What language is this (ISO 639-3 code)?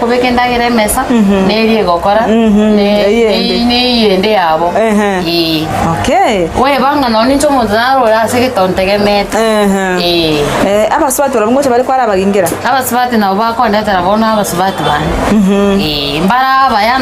guz